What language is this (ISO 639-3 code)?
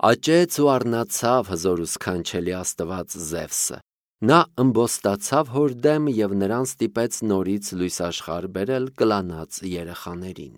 hye